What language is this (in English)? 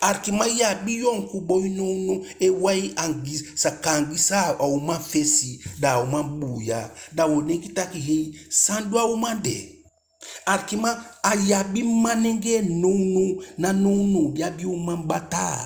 Eastern Maroon Creole